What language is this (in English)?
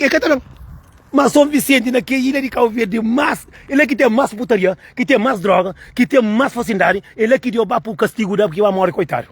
Kabuverdianu